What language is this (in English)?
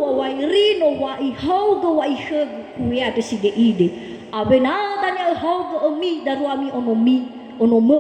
Nias